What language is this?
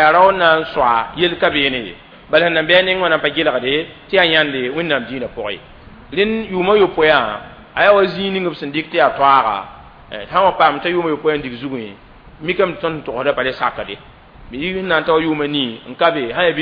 Mossi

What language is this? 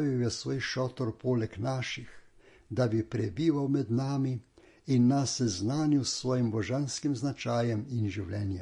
Slovenian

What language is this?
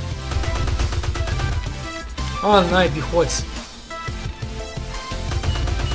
Romanian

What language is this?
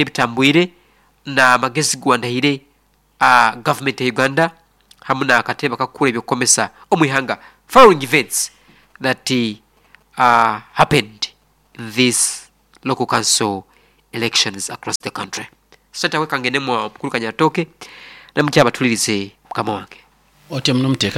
Nyoro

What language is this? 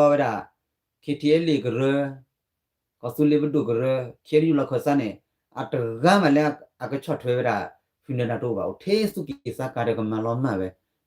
S'gaw Karen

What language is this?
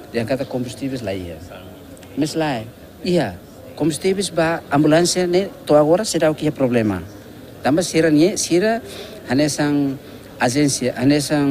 Tetum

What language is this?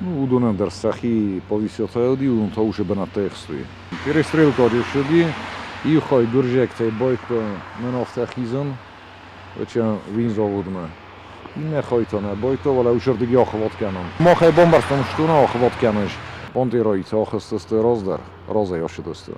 Ossetic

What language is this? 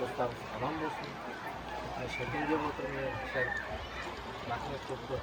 Kara-Kalpak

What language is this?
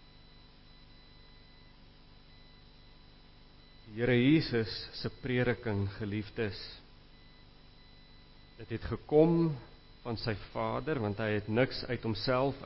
Afrikaans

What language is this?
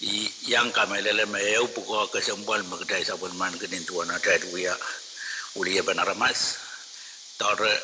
Pohnpeian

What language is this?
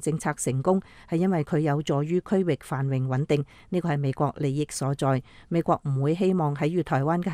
Cantonese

